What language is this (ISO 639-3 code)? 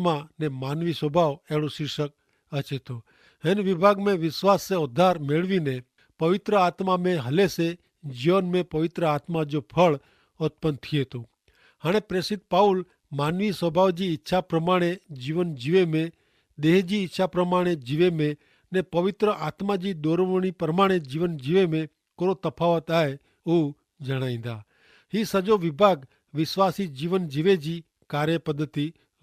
kfr